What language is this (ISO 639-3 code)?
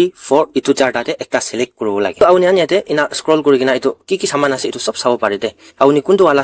nag